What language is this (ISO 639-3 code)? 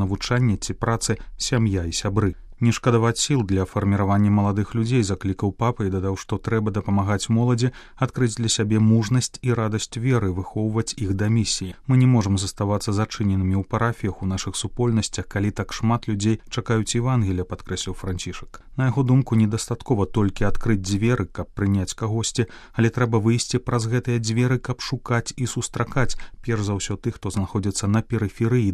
bel